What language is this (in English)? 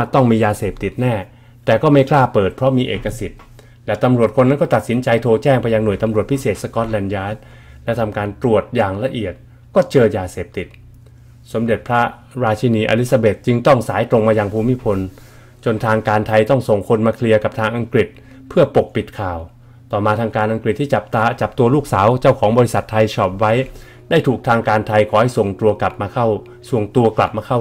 Thai